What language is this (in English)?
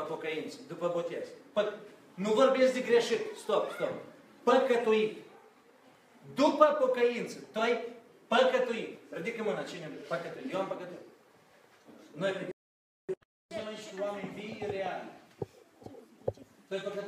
Romanian